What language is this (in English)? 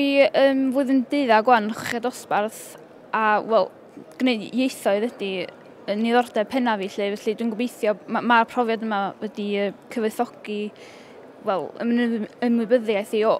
Welsh